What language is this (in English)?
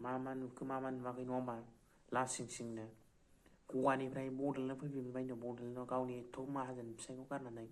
Bodo